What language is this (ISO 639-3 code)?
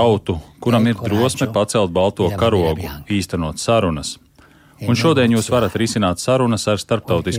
lav